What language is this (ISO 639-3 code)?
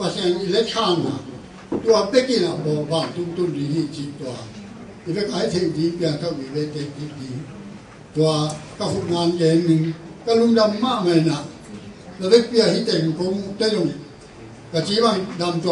ctd